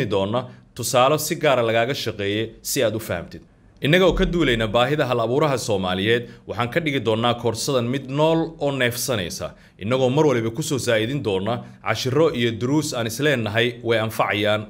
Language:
Somali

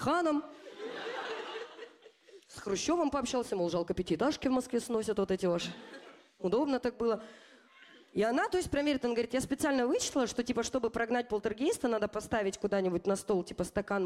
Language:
Russian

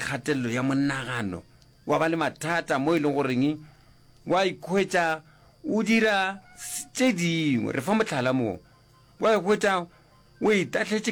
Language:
Northern Sotho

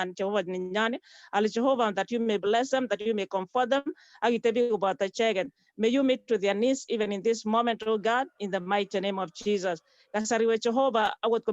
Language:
Kalenjin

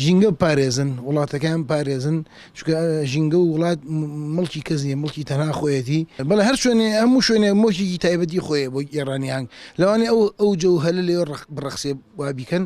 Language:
Central Kurdish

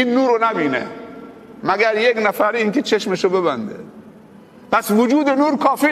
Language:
Persian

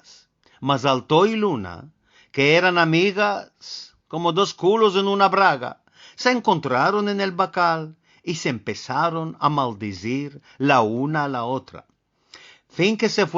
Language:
Ladino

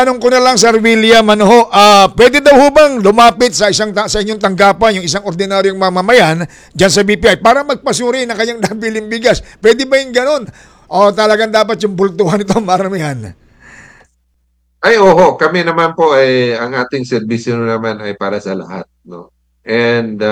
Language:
Filipino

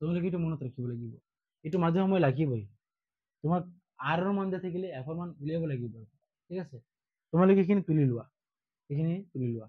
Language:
Assamese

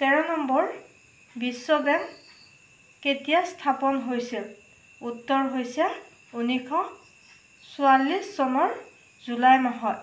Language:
Assamese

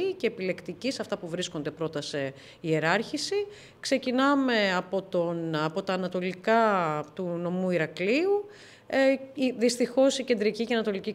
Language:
Greek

